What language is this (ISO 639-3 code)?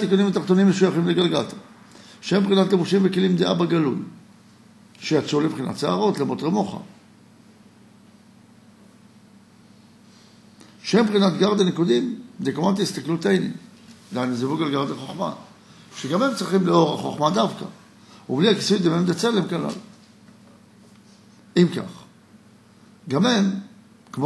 heb